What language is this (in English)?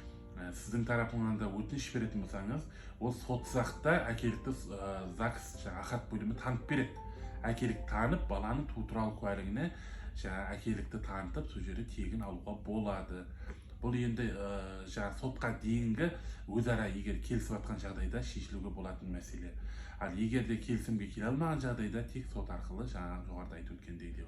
Kazakh